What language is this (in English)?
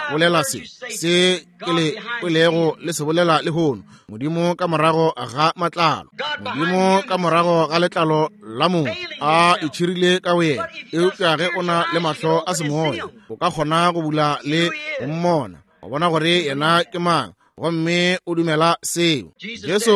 Northern Sotho